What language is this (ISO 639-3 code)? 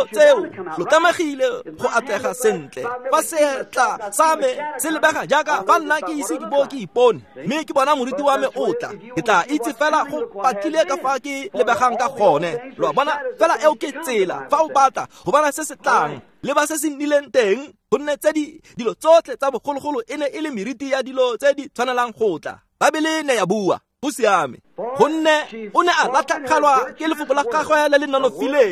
tsn